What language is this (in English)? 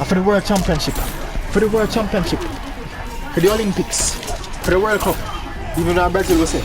Jamaican Creole English